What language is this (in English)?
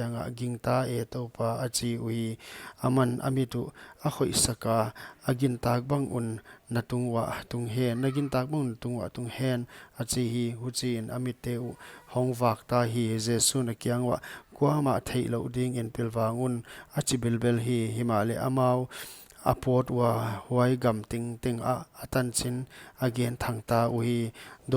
Paite Chin